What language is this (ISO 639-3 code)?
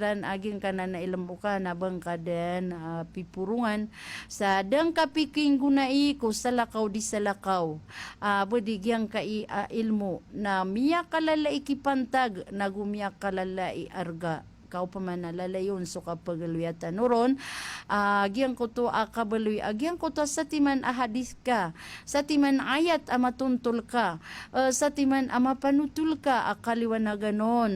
mrw